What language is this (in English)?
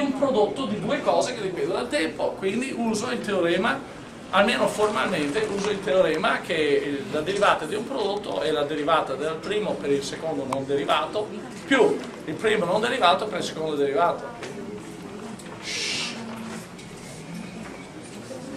Italian